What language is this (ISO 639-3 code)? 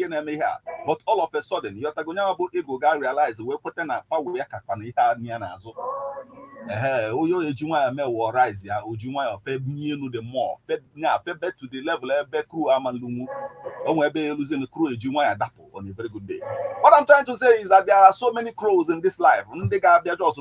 ibo